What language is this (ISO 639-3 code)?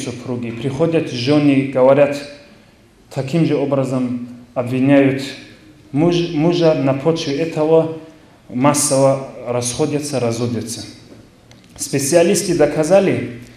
rus